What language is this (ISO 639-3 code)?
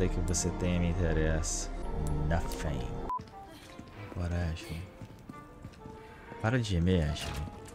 por